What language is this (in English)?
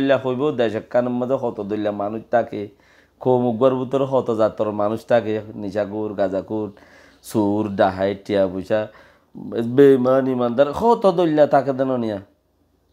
Rohingya